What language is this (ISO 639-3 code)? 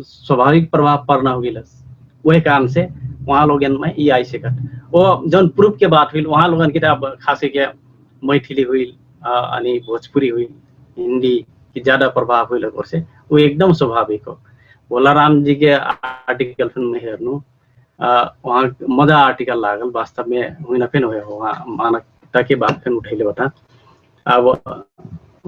thl